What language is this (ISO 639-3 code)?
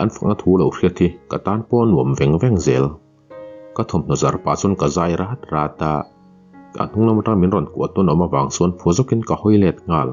lus